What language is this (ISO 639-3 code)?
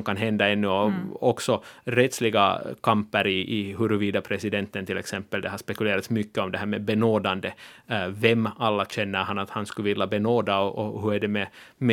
swe